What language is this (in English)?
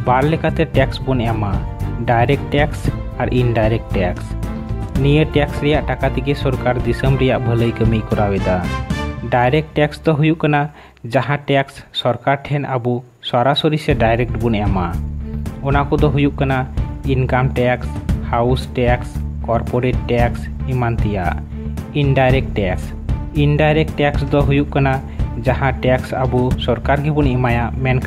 Santali